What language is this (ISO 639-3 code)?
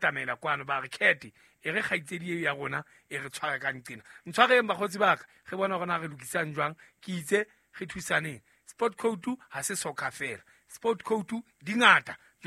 sot